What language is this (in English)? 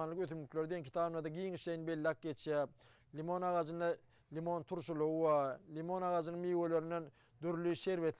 Turkmen